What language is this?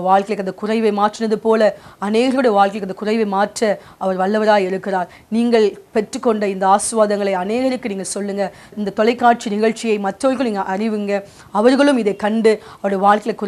Tamil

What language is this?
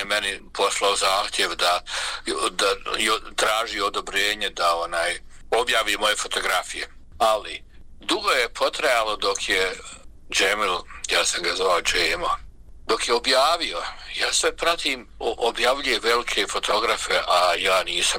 Bosnian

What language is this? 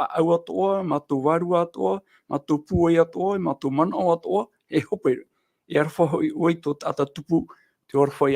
Tahitian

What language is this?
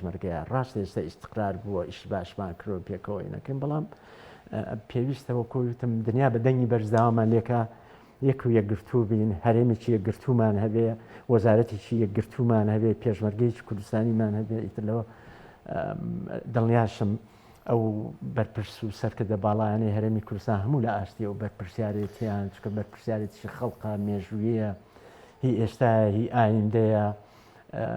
Central Kurdish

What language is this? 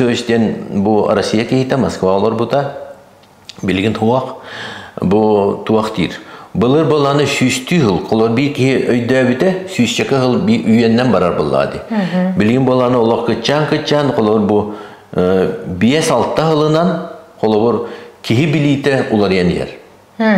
Yakut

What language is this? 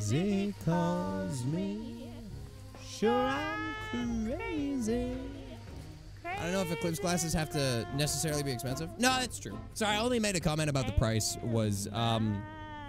English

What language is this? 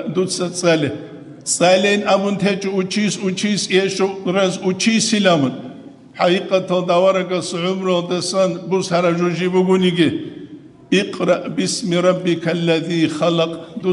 Avaric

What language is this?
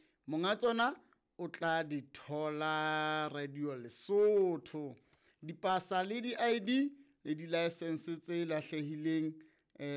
Southern Sotho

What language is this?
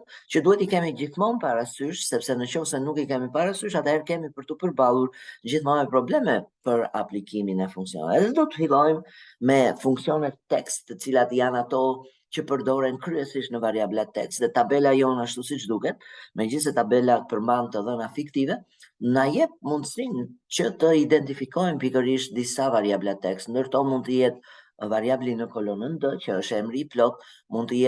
Albanian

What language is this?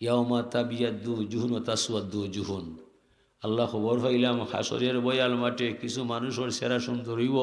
Sylheti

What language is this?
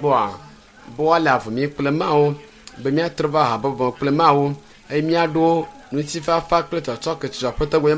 Ewe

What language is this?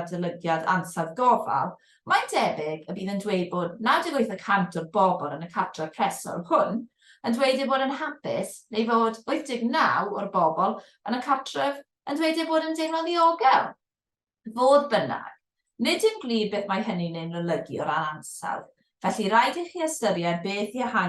Welsh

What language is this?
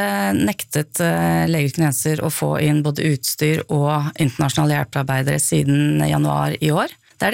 Norwegian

